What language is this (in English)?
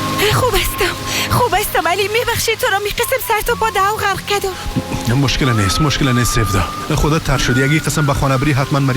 Persian